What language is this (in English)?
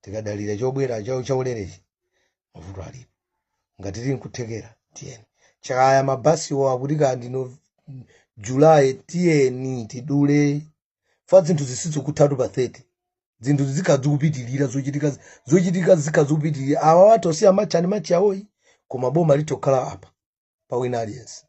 Nyanja